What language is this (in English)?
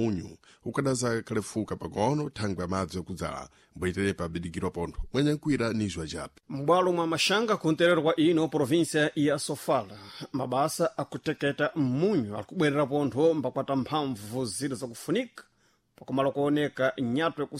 Sena